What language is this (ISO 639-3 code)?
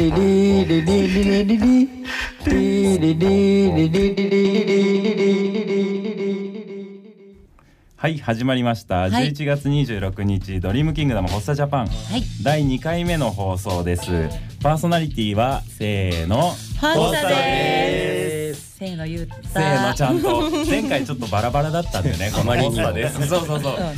jpn